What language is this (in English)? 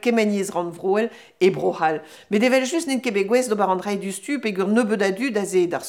Breton